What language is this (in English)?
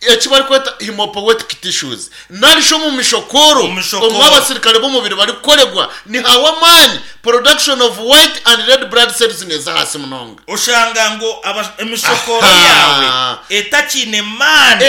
Nyankole